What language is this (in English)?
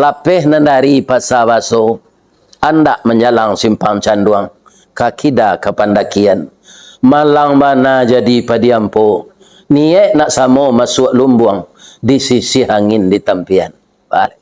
Minangkabau